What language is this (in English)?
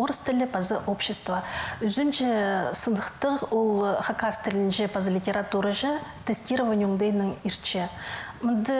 Khakas